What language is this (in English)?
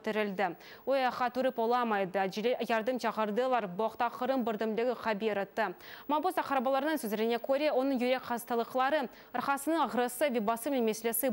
Crimean Tatar